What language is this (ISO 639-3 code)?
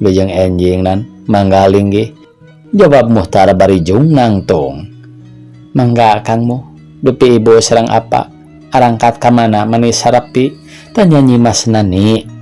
sun